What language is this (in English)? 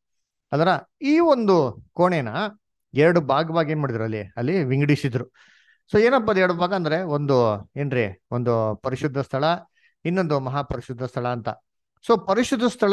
Kannada